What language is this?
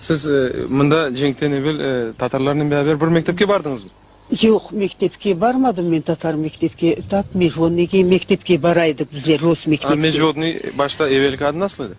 Crimean Tatar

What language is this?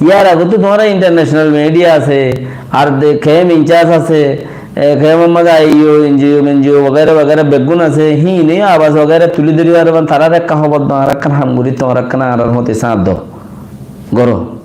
Rohingya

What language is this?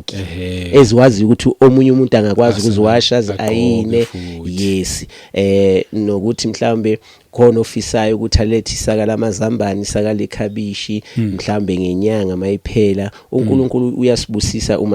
Zulu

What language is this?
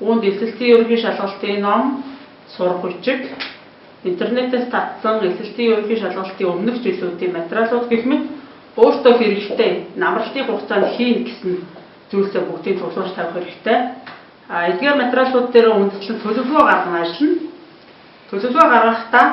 Mongolian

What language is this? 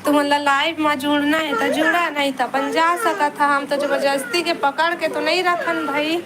Chhattisgarhi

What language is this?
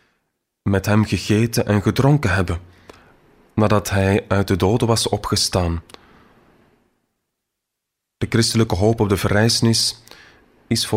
Dutch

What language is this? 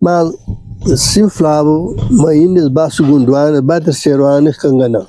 Kabuverdianu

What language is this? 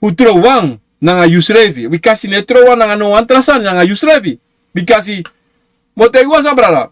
Sranan Tongo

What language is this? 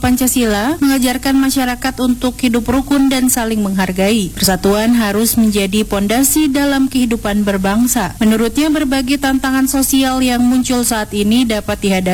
Indonesian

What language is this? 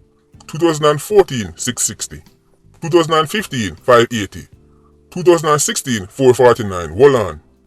Jamaican Creole English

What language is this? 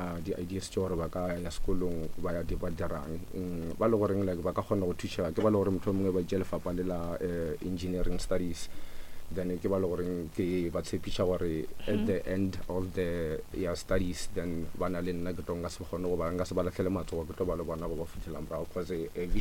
Northern Sotho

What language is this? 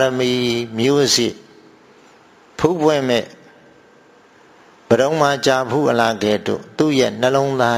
Burmese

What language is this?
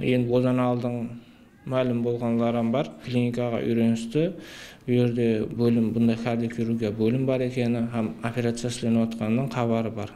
Kara-Kalpak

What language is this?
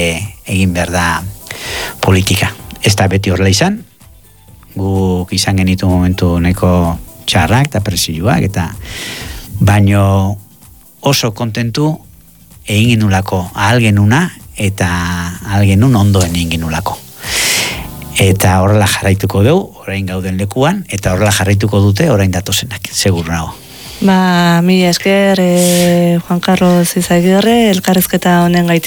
Basque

